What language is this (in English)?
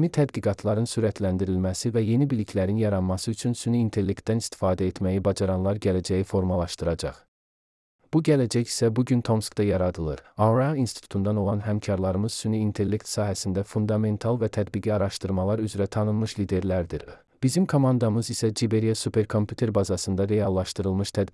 Azerbaijani